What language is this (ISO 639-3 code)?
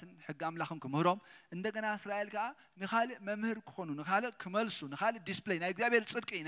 tir